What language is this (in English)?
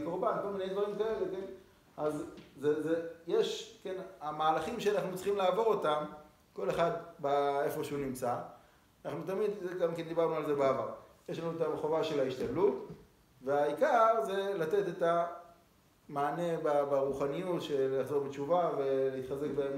Hebrew